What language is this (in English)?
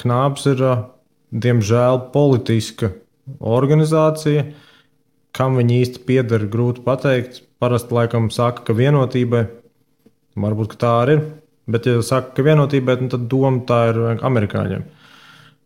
Latvian